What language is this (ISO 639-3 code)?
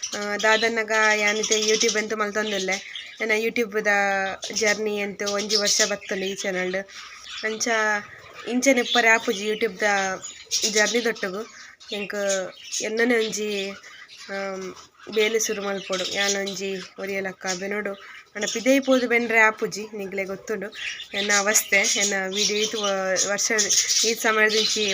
tcy